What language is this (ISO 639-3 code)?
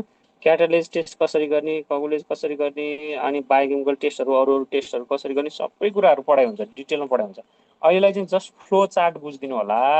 nep